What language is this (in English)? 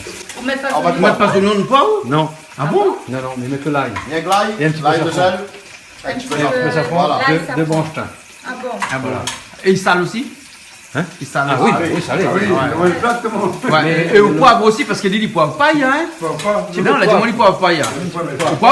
Réunion Creole French